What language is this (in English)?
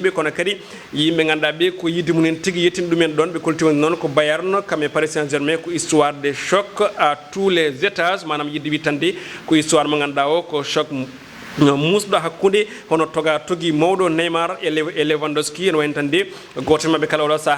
Fula